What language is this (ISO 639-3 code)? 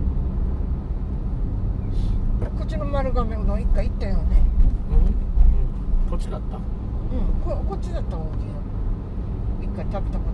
jpn